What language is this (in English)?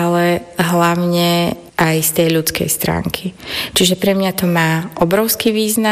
Slovak